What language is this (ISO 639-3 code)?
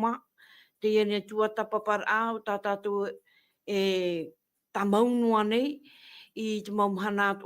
tah